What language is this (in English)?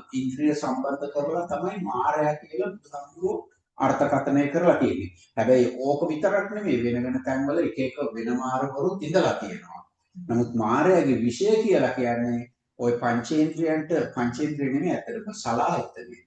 Sinhala